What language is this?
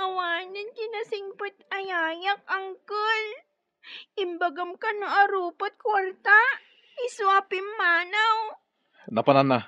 Iloko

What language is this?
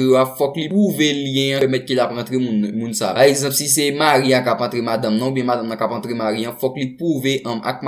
Haitian Creole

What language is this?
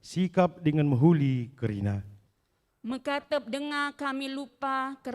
Batak Karo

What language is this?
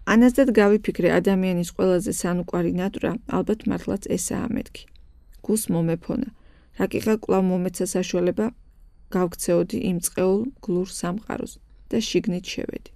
Georgian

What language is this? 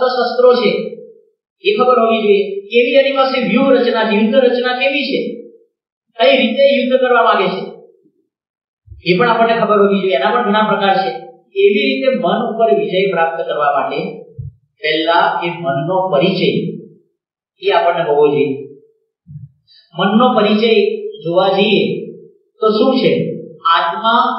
Gujarati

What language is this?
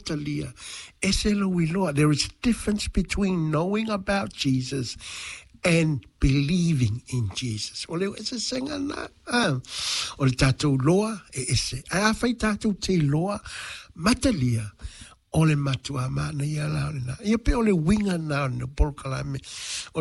Samoan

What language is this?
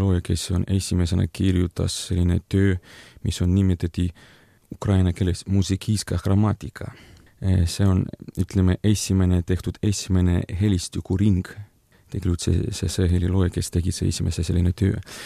Estonian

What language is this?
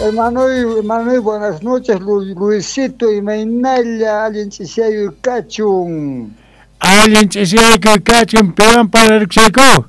South Bolivian Quechua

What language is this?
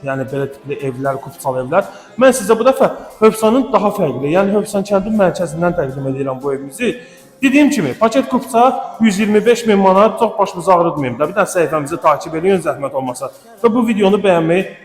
Azerbaijani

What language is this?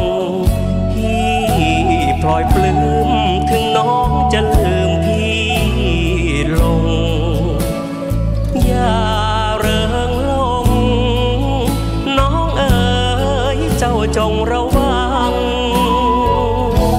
Thai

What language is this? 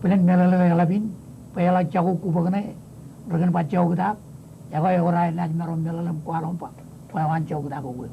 Marshallese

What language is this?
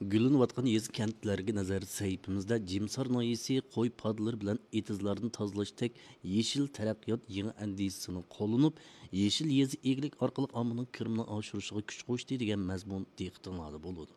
Uyghur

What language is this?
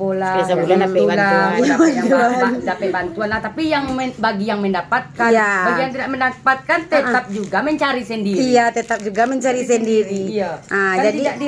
Minangkabau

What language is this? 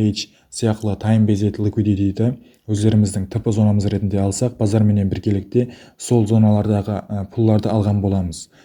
Kara-Kalpak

